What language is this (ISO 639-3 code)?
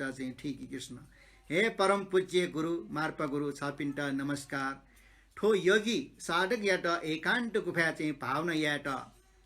new